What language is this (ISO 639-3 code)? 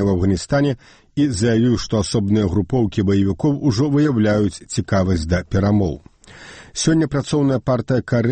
bel